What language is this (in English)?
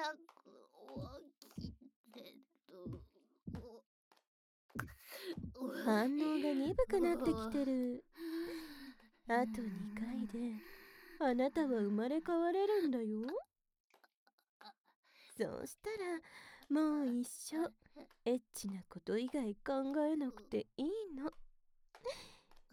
Japanese